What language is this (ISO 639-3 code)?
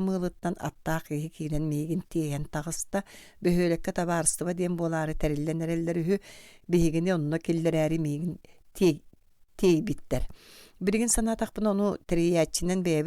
sah